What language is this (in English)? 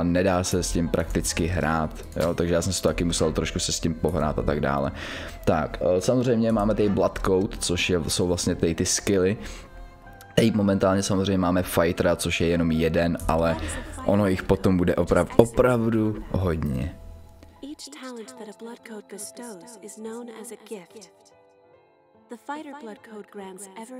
Czech